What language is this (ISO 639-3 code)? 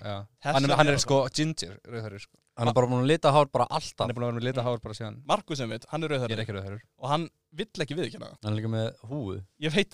isl